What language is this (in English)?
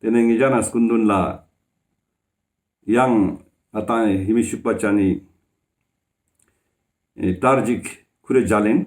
Ladakhi